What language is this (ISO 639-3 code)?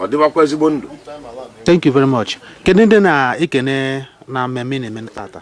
ibo